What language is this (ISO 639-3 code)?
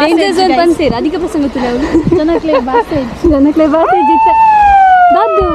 tcy